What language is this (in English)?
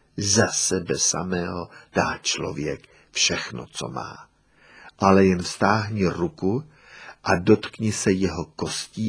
Czech